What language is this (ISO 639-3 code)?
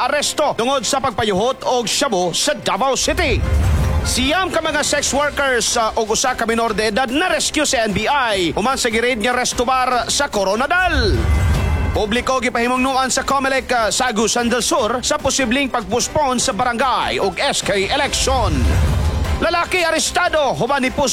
ceb